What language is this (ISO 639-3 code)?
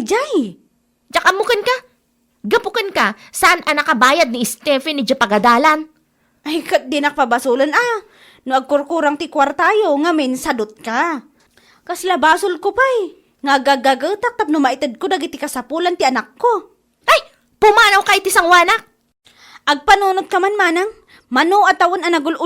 ilo